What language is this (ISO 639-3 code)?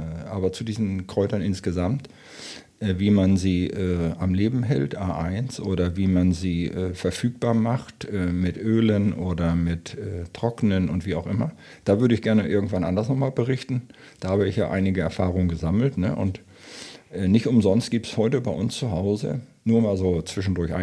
deu